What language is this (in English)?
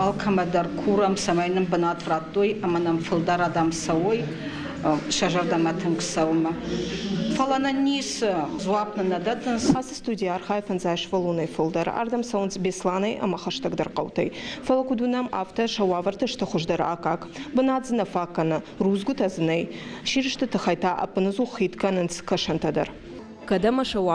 Ossetic